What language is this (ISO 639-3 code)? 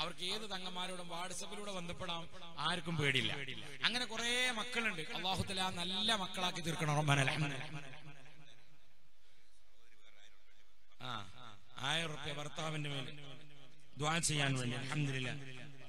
mal